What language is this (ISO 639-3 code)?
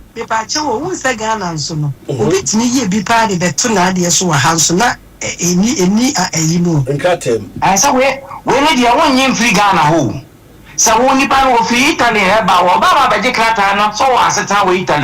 aka